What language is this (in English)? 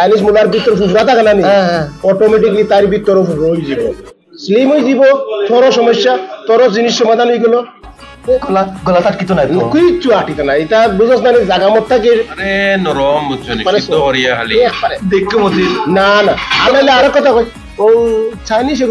Sylheti